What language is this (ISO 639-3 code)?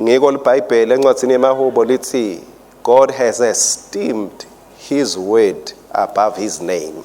ssw